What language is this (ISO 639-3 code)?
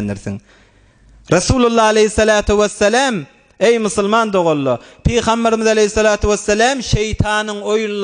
tuk